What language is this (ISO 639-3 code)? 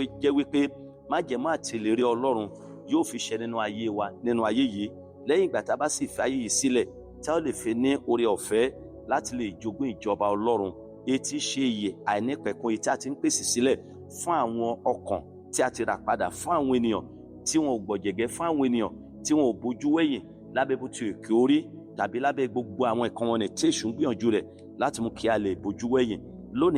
yor